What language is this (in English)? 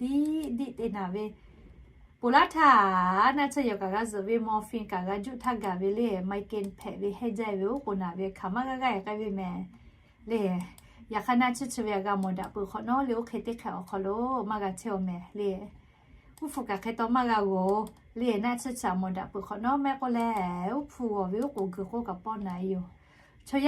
Lahu